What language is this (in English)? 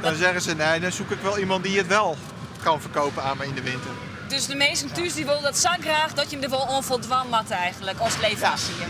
Western Frisian